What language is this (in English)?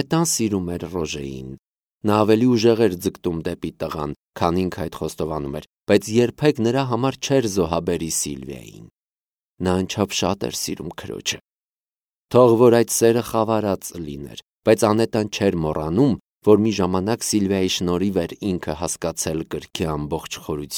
Armenian